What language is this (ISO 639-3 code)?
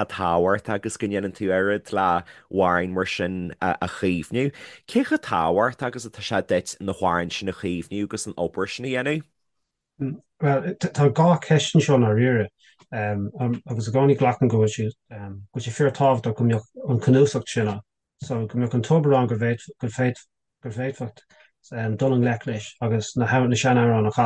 gle